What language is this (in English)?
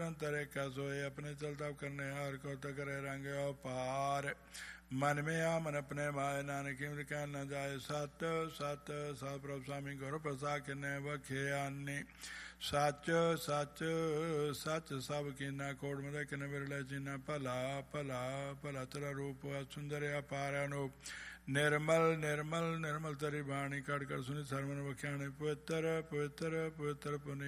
Punjabi